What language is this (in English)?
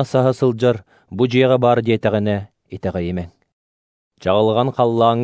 Yakut